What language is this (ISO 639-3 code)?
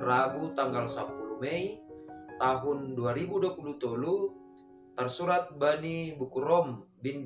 bts